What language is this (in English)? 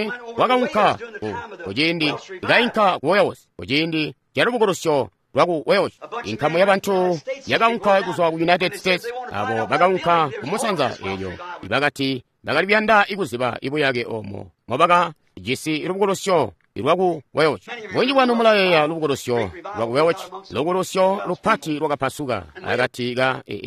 Tonga (Zambia)